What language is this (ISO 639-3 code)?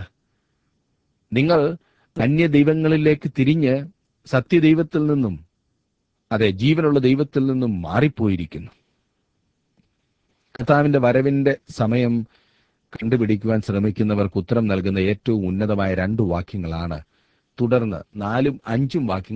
mal